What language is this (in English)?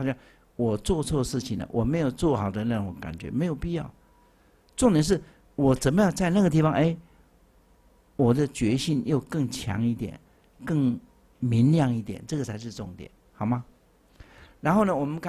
Chinese